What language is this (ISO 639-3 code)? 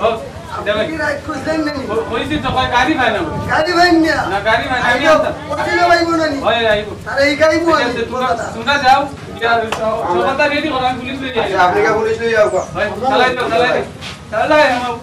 syl